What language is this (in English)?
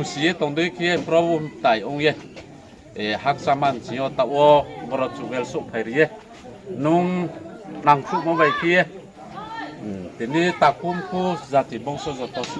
Riang (India)